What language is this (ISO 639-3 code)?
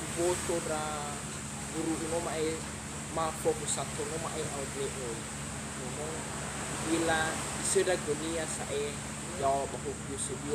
nia